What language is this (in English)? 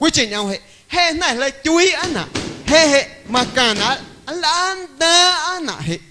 Guerrero Amuzgo